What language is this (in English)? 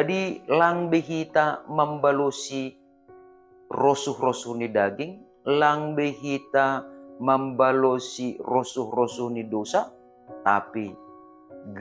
Batak Simalungun